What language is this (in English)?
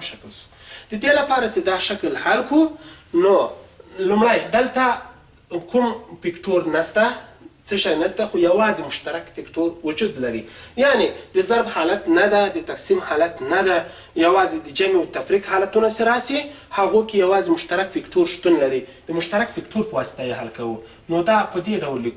Pashto